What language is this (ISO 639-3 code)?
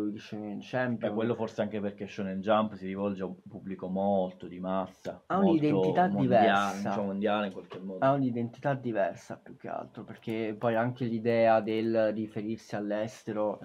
ita